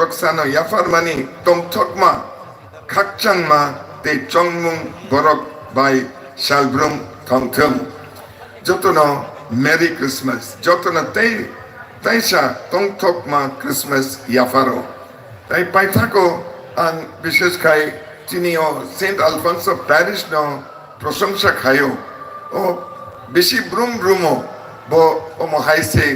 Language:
Kok Borok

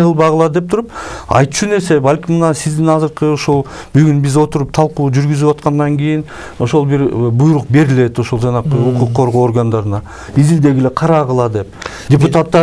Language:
Kyrgyz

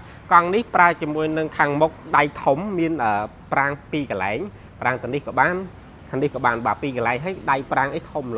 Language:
Khmer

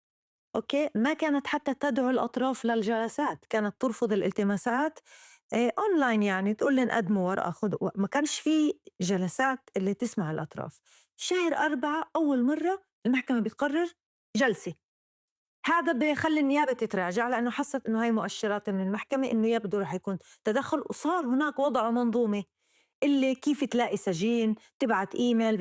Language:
North Levantine Arabic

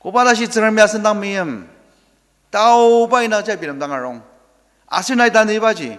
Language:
Ao Naga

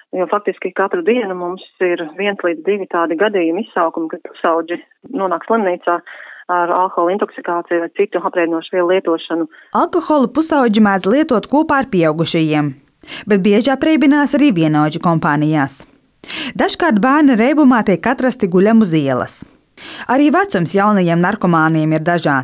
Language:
Latvian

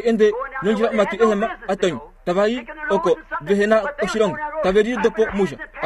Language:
Kuanyama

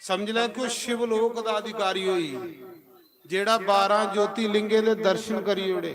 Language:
Dogri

